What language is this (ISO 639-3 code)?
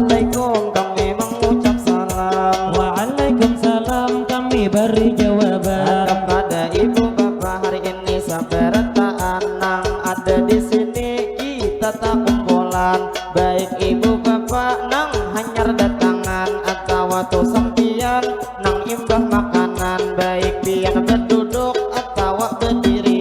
bjn